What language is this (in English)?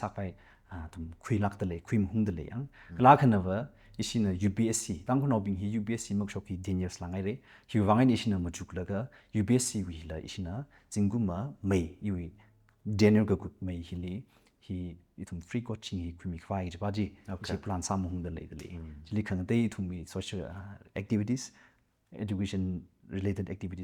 Tangkhul Naga (India)